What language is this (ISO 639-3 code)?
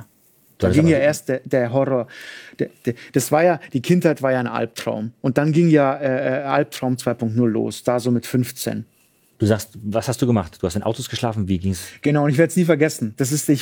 deu